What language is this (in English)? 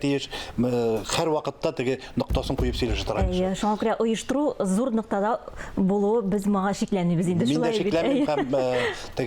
Tatar